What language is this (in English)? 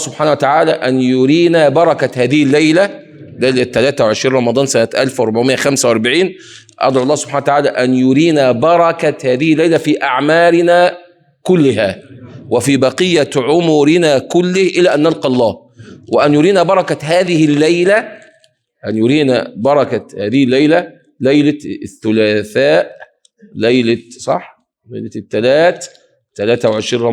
Egyptian Arabic